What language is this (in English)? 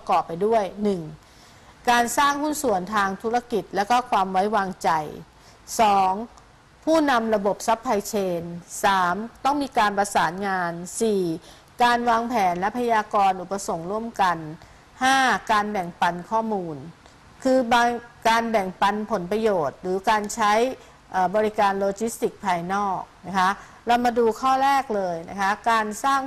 Thai